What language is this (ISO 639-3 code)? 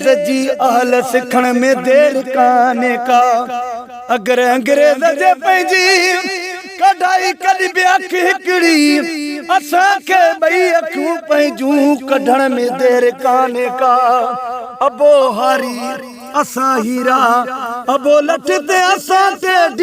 snd